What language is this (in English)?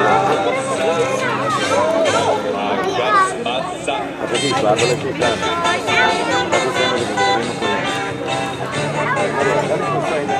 Serbian